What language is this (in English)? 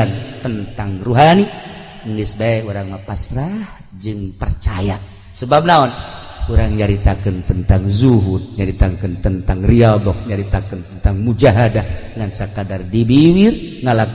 Sundanese